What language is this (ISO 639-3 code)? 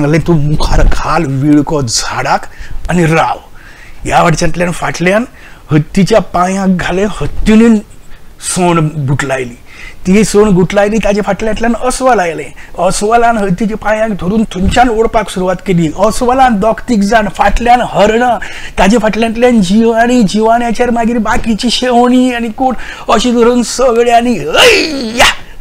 kok